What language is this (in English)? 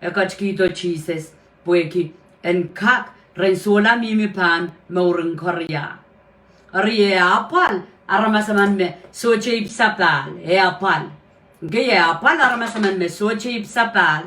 Pohnpeian